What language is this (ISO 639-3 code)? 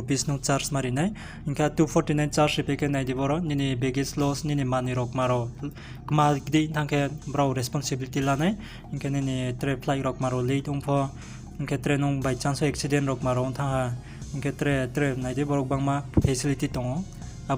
ria